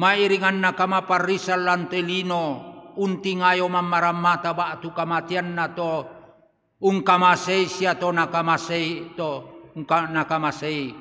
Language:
Toraja-Sa'dan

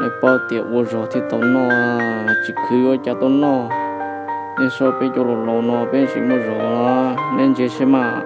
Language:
Hmong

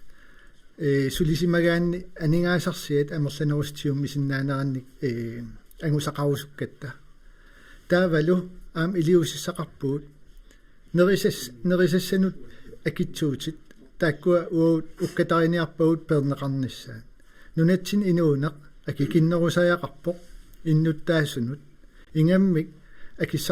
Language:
Kalaallisut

